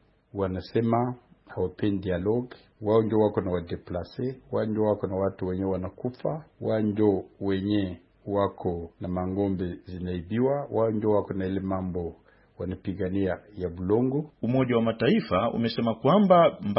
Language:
Swahili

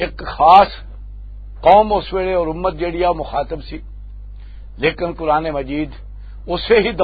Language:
Western Panjabi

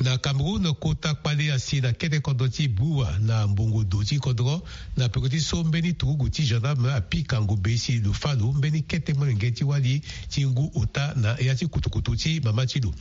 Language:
Sango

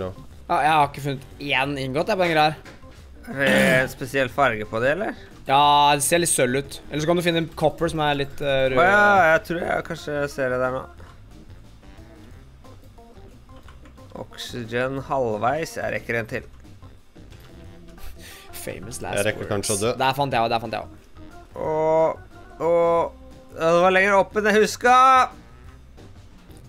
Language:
Norwegian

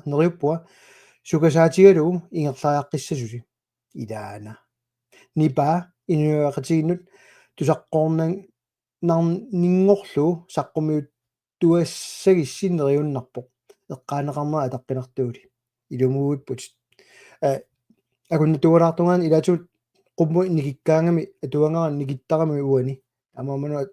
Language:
Kalaallisut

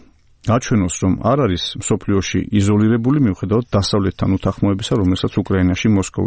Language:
Georgian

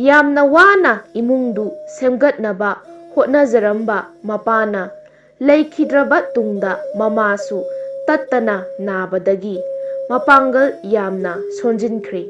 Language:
Manipuri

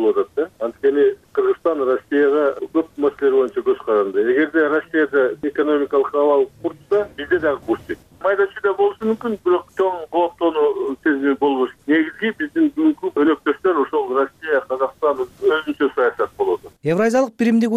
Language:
Kyrgyz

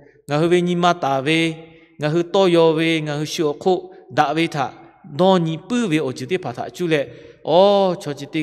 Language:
Lahu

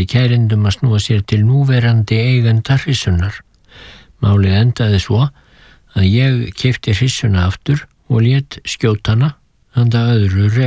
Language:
Icelandic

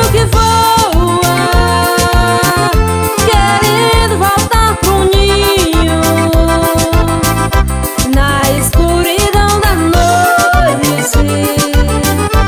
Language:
Portuguese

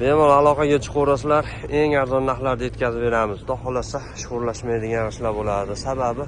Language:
Uzbek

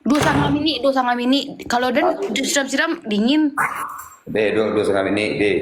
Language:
Minangkabau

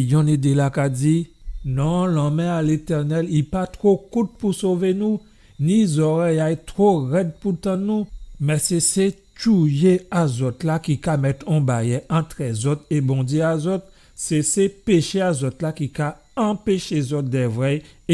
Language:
Guadeloupean Creole French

